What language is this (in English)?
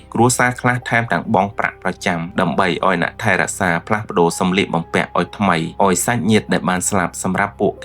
Khmer